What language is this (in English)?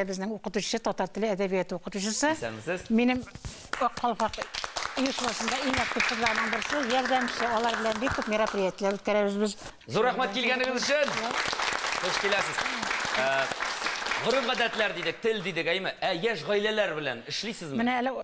Tatar